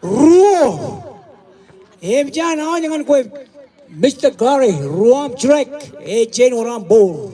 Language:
Marshallese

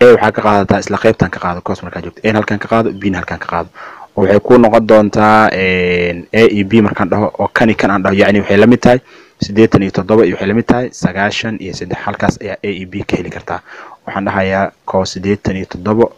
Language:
Somali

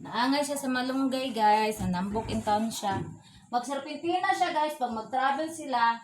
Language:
Cebuano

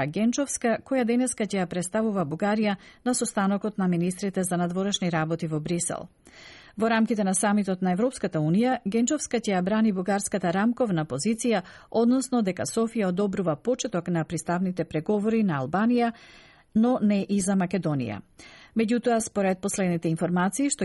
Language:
Macedonian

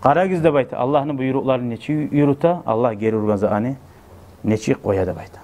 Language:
Kumyk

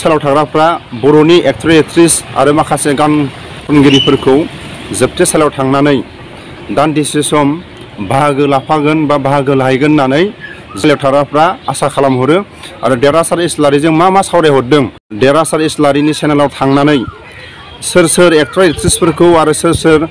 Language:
Bodo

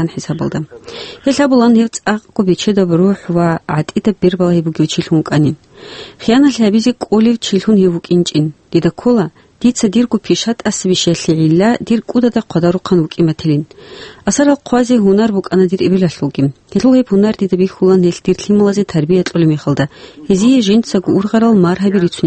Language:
Avaric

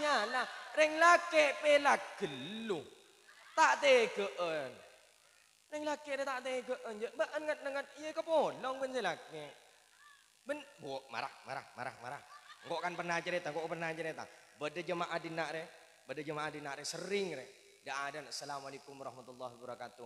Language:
Madurese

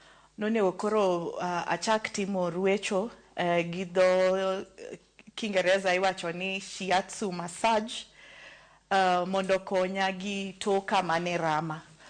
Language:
Luo (Kenya and Tanzania)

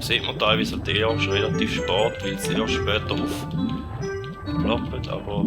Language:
Swiss German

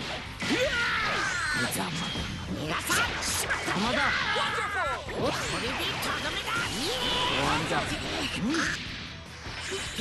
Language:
Japanese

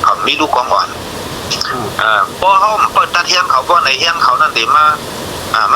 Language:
Shan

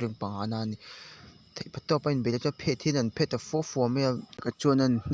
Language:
Mizo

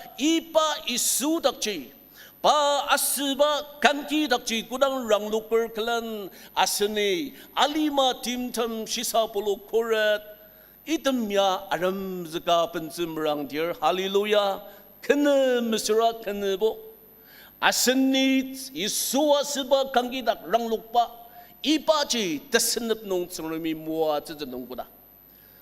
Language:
Ao Naga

